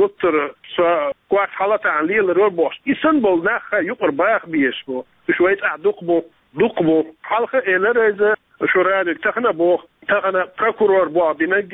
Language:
Chechen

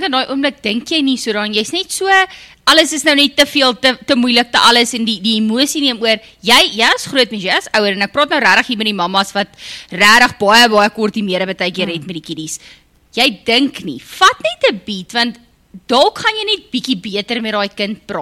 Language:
Afrikaans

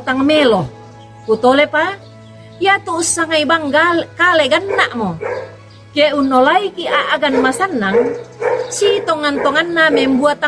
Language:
Toraja-Sa'dan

